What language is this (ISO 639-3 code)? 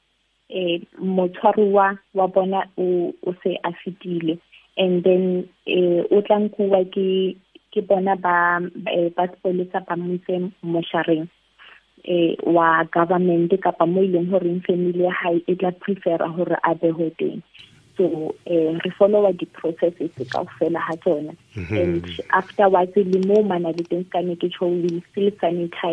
sot